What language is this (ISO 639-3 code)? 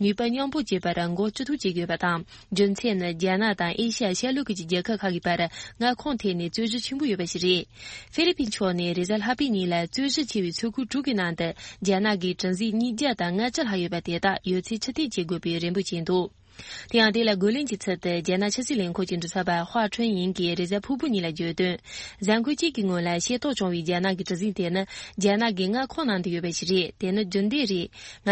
bod